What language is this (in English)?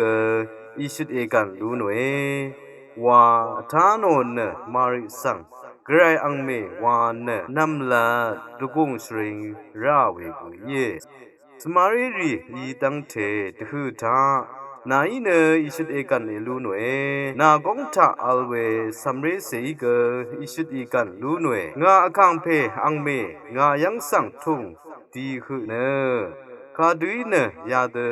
Rawang